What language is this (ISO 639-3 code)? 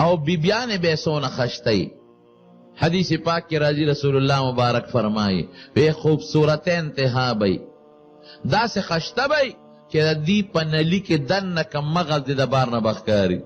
pus